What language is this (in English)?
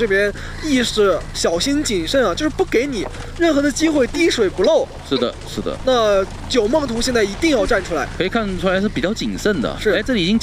Chinese